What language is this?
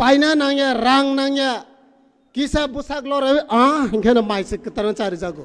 Riang (India)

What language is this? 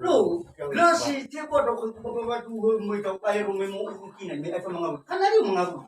Nias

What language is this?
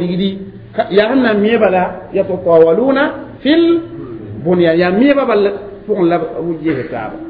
Mossi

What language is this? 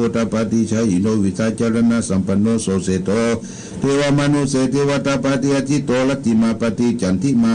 Pali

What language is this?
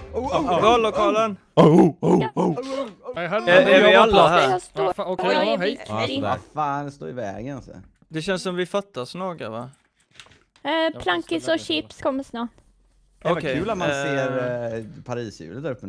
Swedish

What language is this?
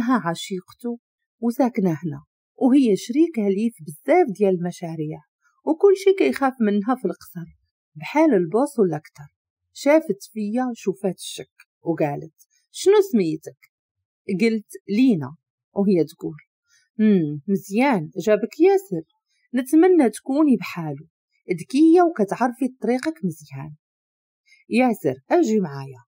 Moroccan Arabic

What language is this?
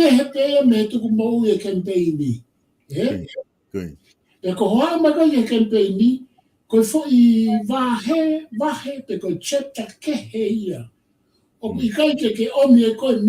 Tongan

